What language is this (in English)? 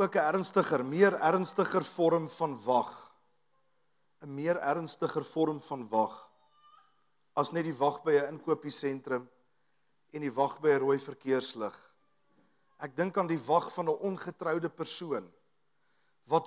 Afrikaans